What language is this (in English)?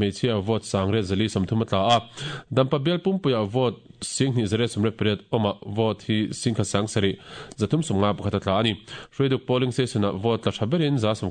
Mizo